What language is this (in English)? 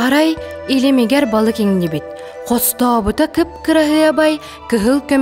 Yakut